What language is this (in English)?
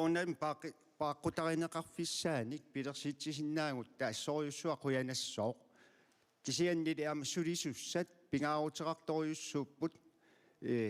Kalaallisut